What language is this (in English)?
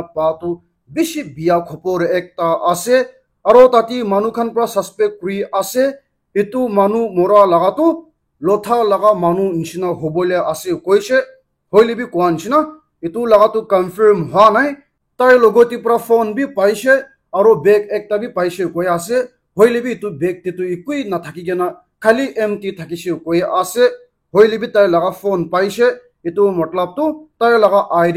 Naga Pidgin